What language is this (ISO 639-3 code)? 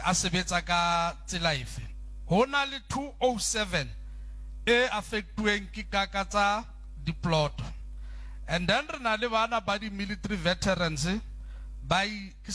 sot